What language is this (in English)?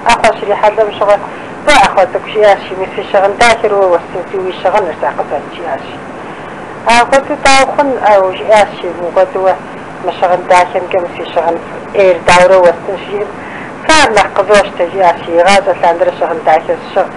Kabardian